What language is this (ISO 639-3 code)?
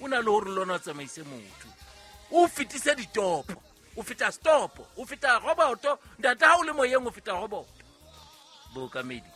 sot